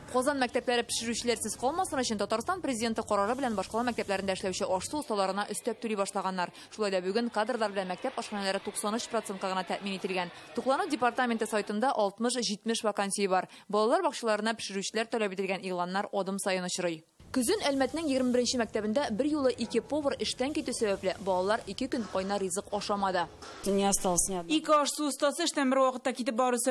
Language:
Tatar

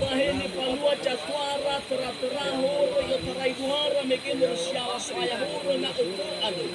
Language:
Nias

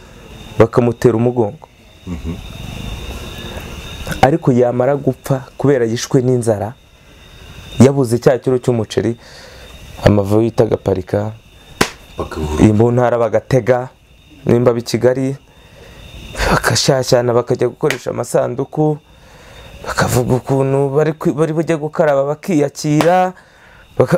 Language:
Kinyarwanda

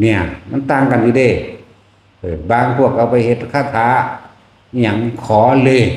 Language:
Northeastern Thai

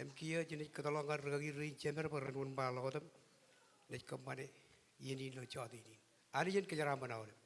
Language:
Marshallese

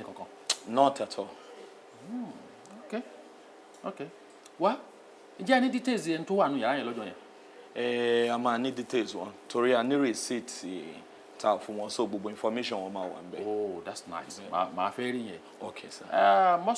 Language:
Yoruba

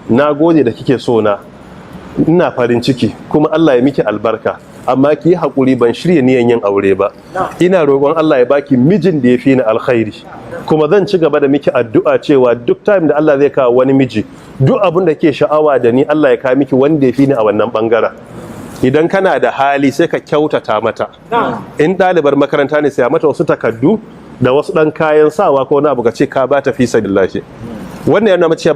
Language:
Hausa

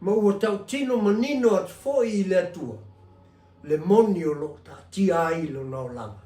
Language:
Samoan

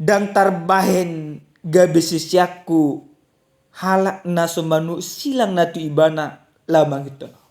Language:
Batak Toba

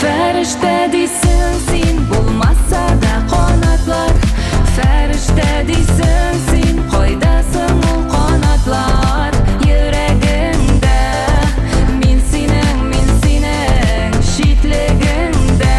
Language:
Tatar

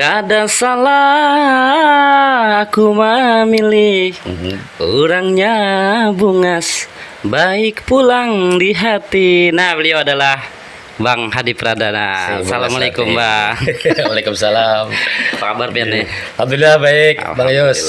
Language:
Banjar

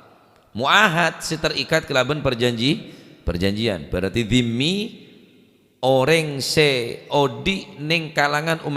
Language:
Madurese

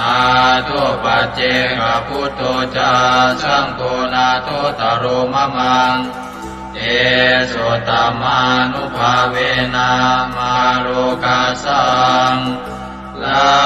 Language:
Pali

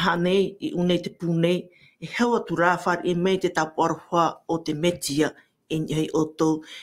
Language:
Tahitian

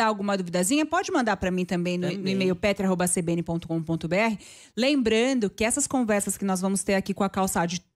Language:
Portuguese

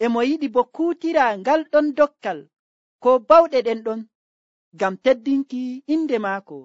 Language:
Nigerian Fulfulde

